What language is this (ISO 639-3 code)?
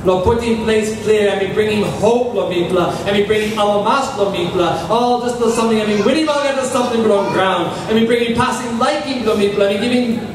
tpi